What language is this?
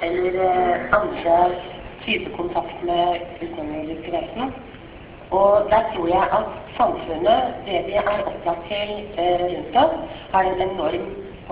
Norwegian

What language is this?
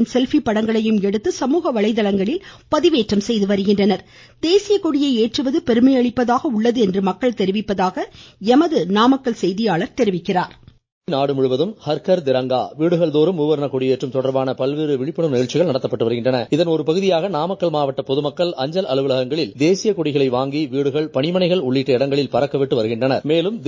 Tamil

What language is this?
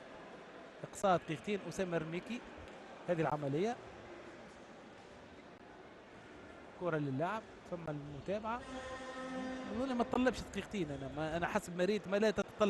Tunisian Arabic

